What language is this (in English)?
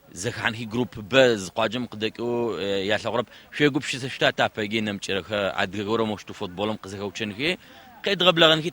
Adyghe